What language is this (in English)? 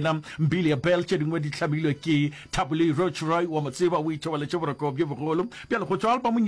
Northern Sotho